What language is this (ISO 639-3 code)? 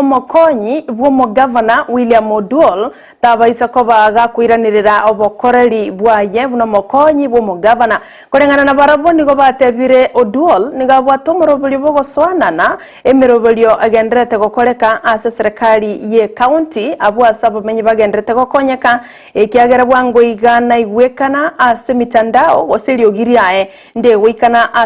guz